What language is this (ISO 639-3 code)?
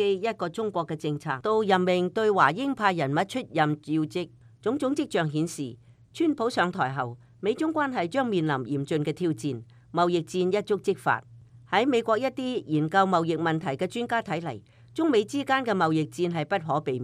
yue